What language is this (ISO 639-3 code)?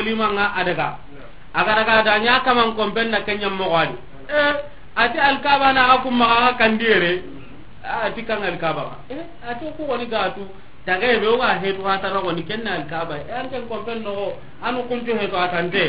snk